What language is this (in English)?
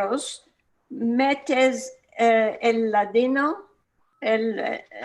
Ladino